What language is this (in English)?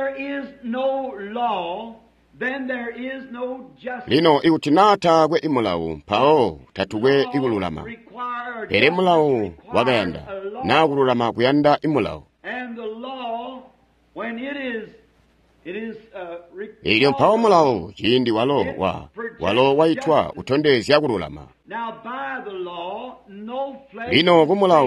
Tonga (Zambia)